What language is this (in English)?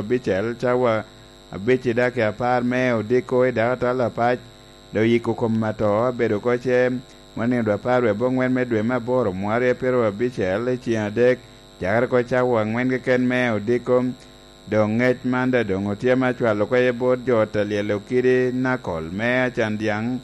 Lango (Uganda)